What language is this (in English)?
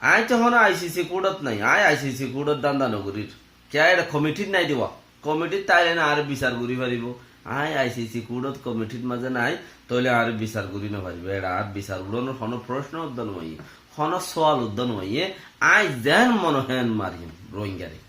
Rohingya